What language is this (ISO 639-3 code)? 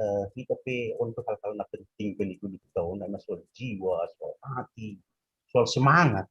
bts